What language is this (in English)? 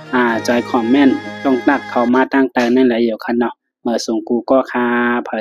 Shan